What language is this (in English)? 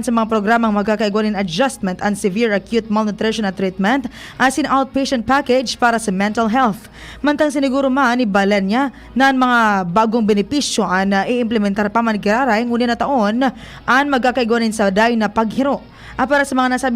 Bikol